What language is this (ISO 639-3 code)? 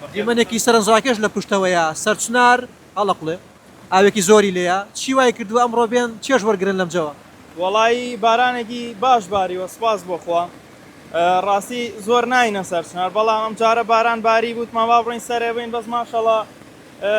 ckb